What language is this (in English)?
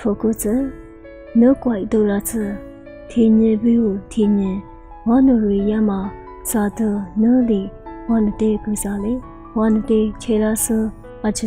Lisu